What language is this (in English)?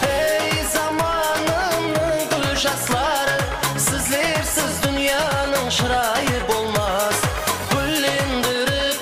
Kara-Kalpak